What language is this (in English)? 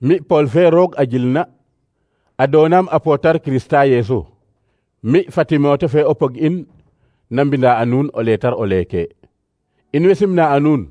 Serer